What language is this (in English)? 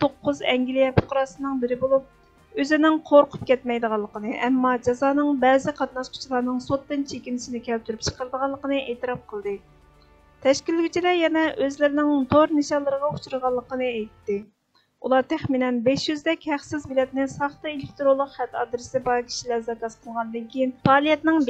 Uyghur